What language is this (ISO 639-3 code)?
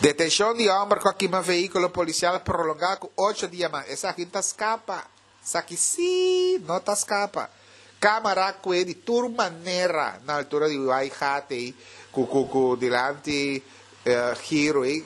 pap